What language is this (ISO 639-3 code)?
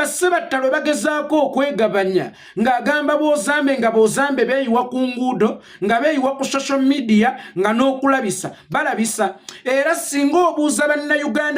lug